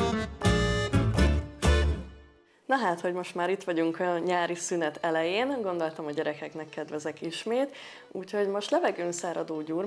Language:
Hungarian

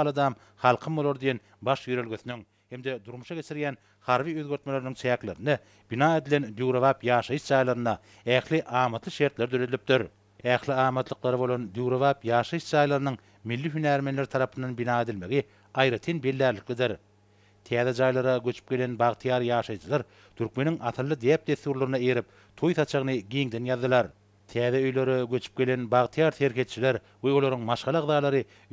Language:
Turkmen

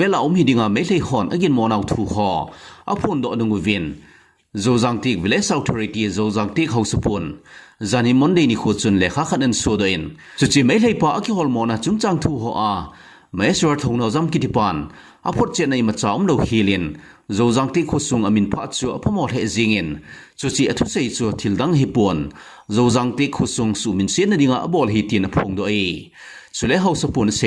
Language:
Thado Chin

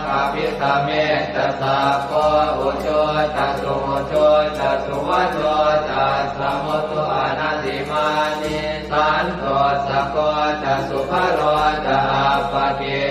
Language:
Pali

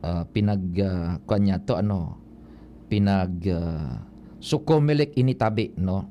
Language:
Bikol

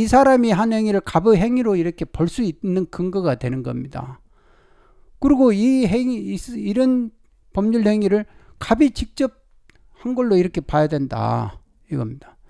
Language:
Korean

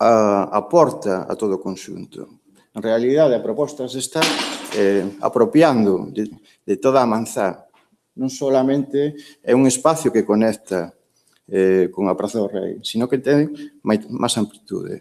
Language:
Galician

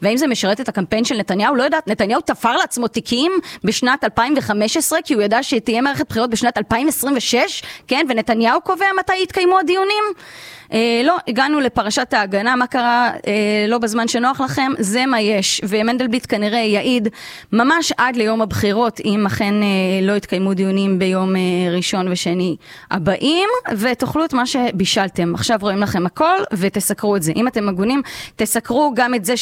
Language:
Hebrew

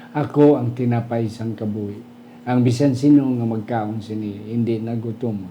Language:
Hiligaynon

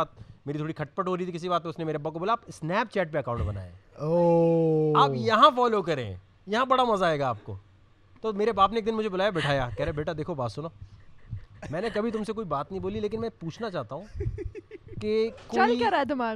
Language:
Urdu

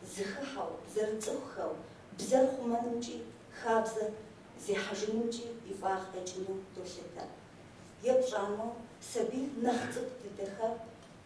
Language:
Kabardian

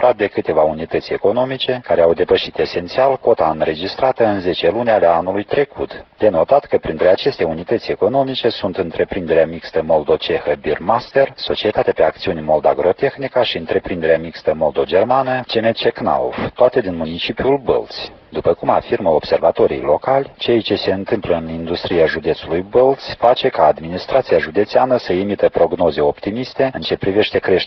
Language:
Romanian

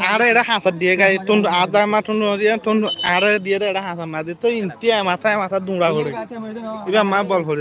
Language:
Rohingya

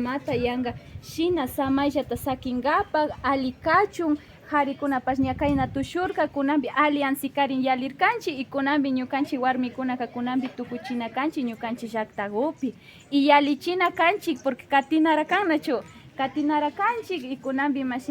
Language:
Imbabura Highland Quichua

